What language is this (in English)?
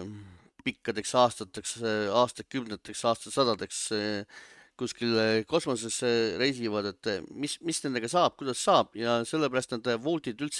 Estonian